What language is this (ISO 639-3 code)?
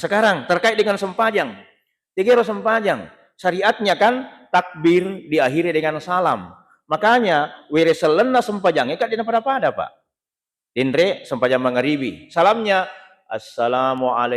bug